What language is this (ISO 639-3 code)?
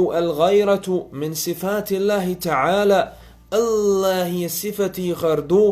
che